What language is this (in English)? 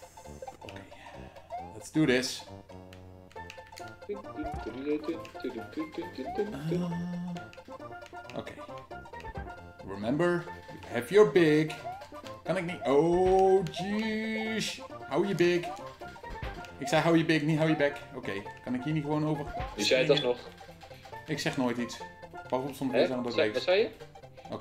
Dutch